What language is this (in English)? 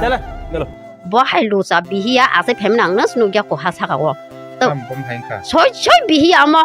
Kok Borok